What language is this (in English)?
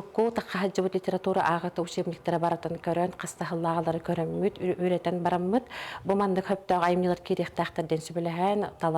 Yakut